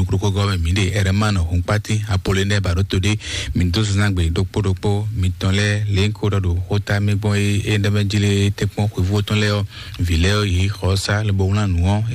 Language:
Fon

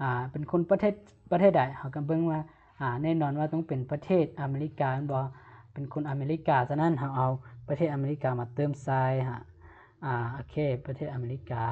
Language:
Lao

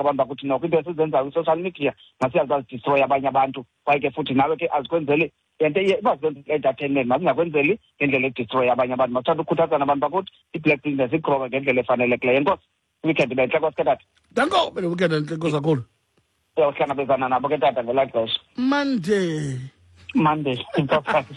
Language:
Xhosa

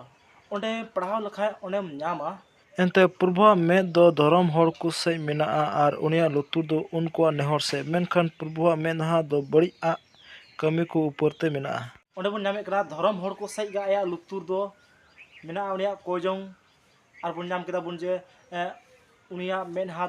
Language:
Santali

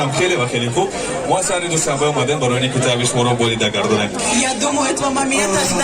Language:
Tajik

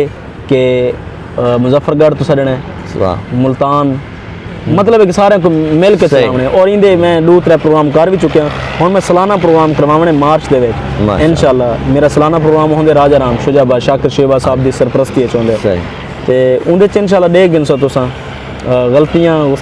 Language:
Saraiki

